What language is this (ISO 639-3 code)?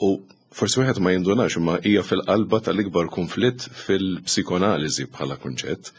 mlt